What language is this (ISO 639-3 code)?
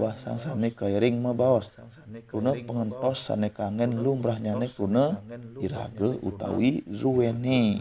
ban